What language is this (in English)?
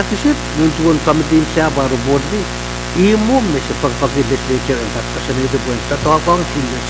Pohnpeian